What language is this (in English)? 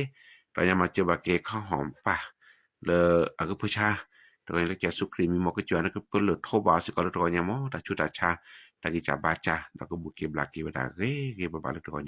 S'gaw Karen